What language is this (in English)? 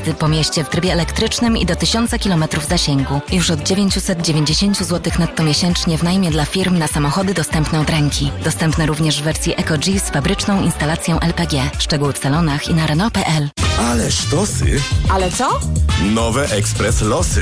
Polish